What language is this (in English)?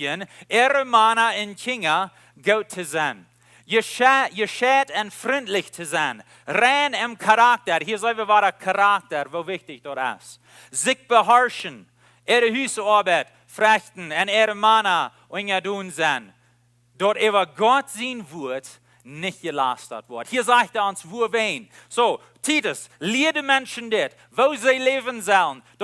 Plautdietsch